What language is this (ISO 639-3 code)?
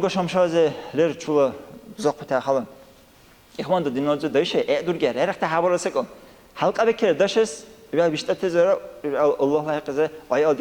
dar